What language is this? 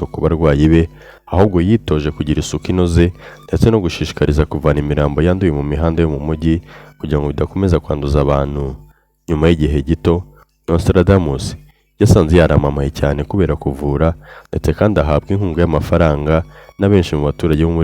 Kinyarwanda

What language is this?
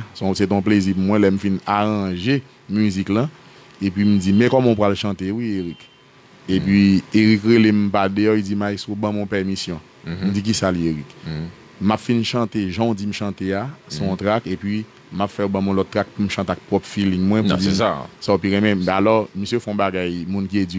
Haitian Creole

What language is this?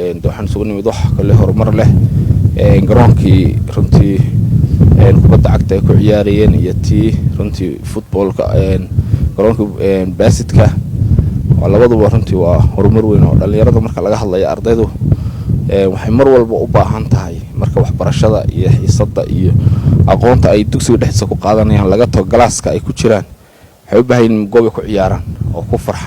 Somali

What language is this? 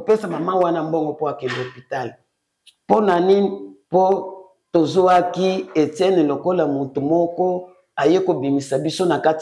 Lingala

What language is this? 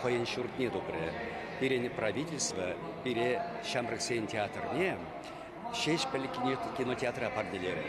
Chuvash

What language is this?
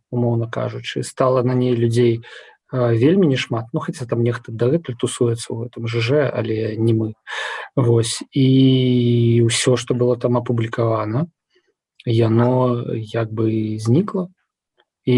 Belarusian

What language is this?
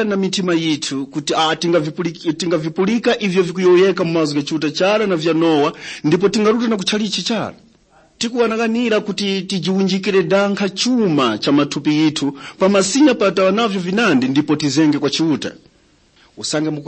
Tumbuka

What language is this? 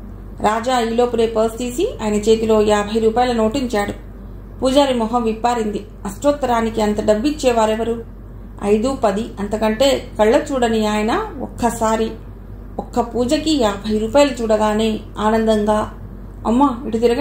Telugu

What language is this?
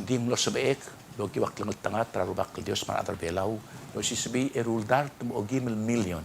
Palauan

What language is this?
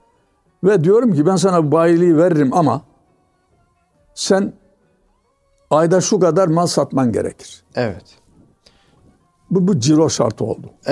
Turkish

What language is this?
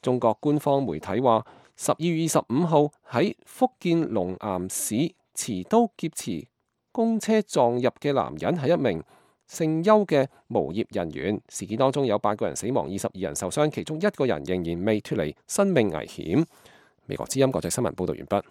Cantonese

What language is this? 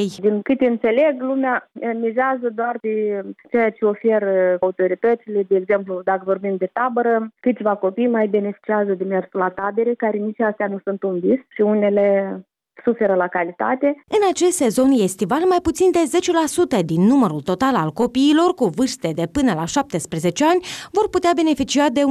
Romanian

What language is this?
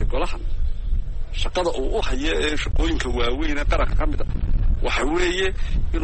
Somali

